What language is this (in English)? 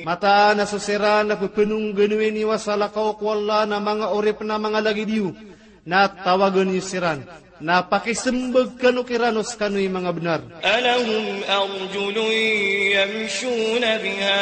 Maranao